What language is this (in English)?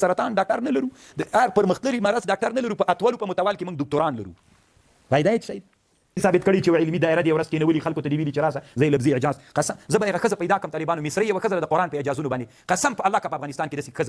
Pashto